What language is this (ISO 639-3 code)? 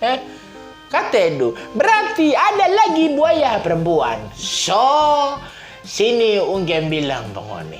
xmm